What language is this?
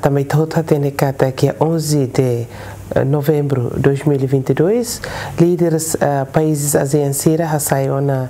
Tetum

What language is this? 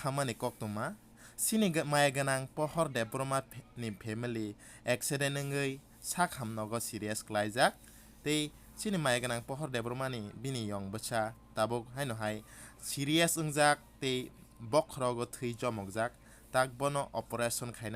Kok Borok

